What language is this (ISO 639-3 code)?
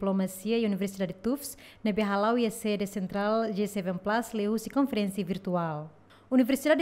tet